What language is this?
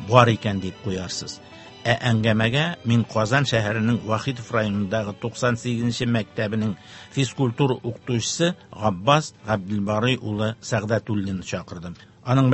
Tatar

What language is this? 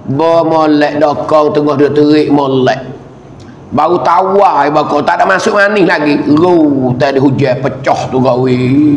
Pattani Malay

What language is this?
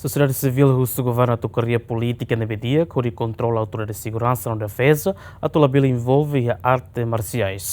Tetum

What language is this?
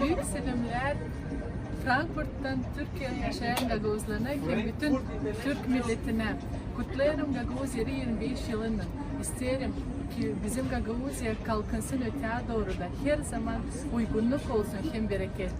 Gagauz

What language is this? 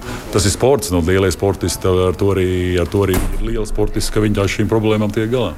Latvian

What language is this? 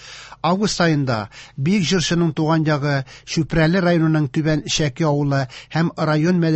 Tatar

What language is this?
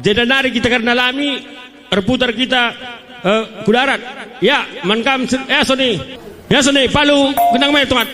Batak Karo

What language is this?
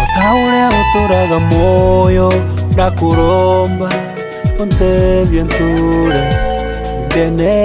Meru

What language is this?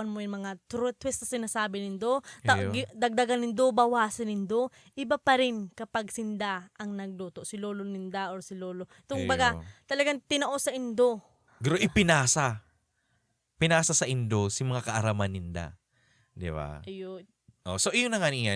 Bikol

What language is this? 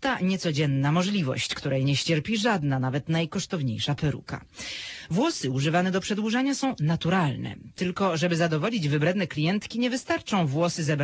Polish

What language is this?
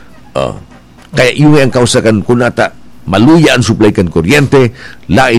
Bikol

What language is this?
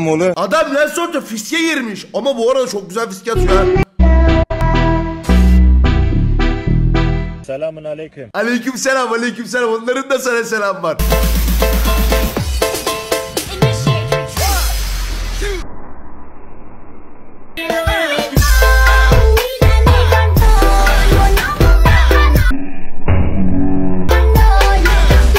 Turkish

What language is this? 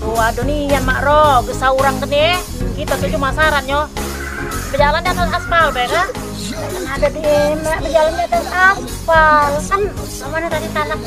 Musi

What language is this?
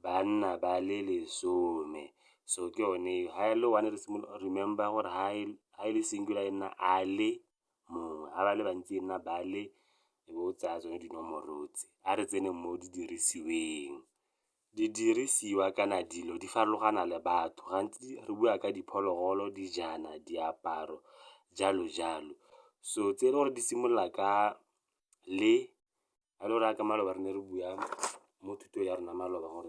Tswana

